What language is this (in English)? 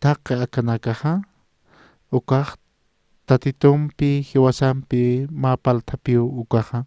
Aymara